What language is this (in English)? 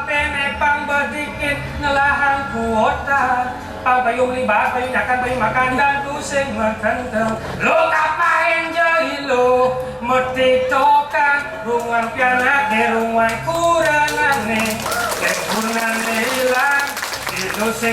Balinese